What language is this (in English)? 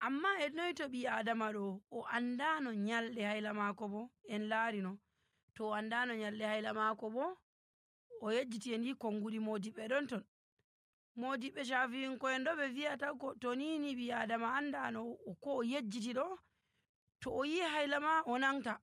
Nigerian Fulfulde